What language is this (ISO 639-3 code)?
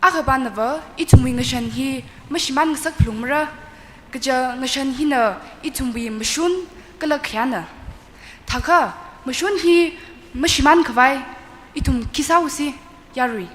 nmf